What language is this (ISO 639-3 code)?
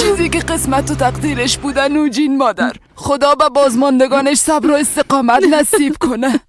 fas